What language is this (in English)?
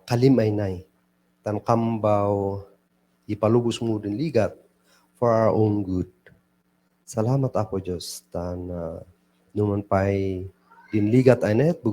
Kankanaey